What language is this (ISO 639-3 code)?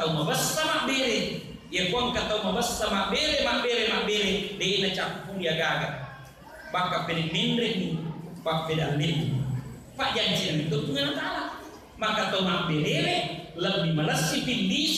bug